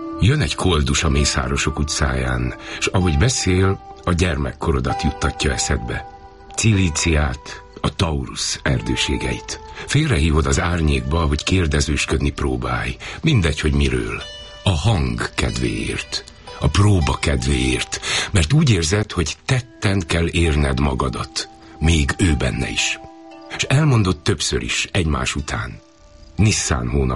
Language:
Hungarian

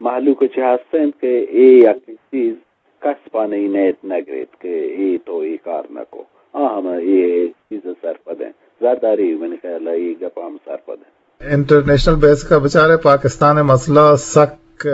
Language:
Eastern Balochi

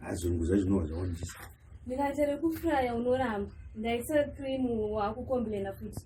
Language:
Shona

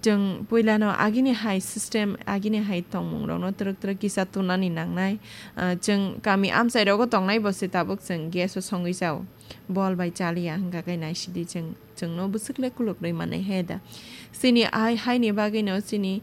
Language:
Kok Borok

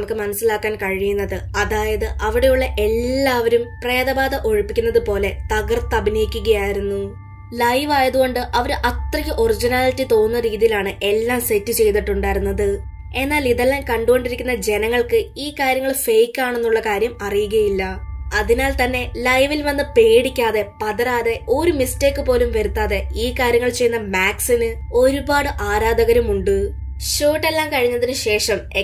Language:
Malayalam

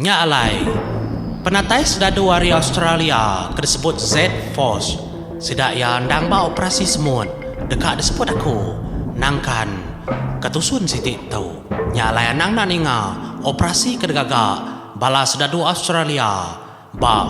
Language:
Iban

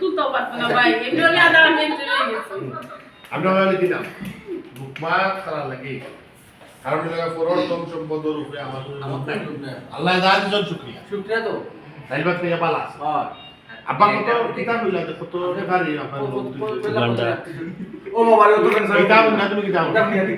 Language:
Sylheti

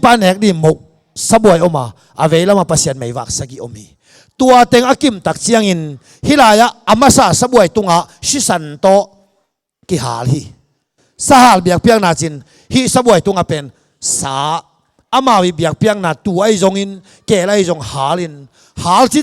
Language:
Tedim Chin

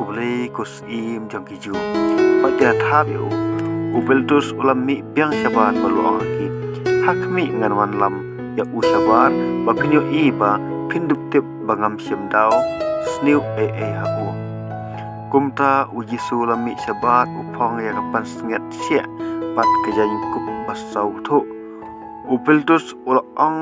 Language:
Khasi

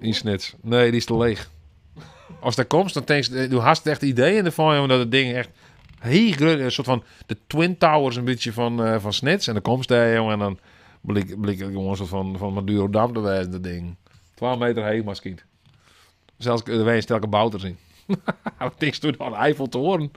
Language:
Western Frisian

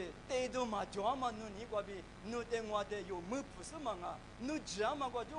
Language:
Lisu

